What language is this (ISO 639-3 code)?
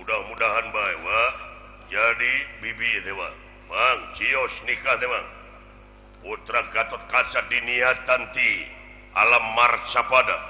sun